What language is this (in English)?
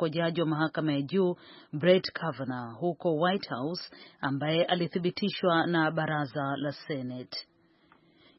Swahili